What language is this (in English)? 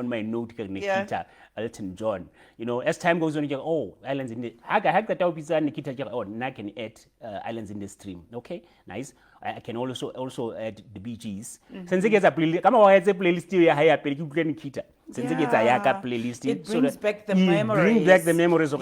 Southern Sotho